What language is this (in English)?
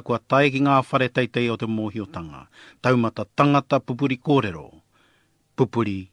Māori